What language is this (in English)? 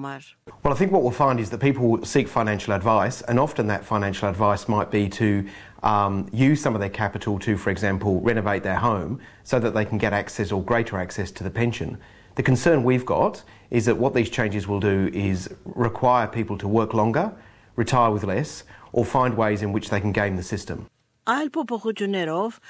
Armenian